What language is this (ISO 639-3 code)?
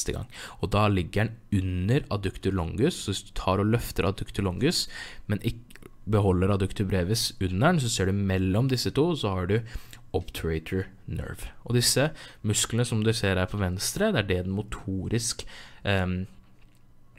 nor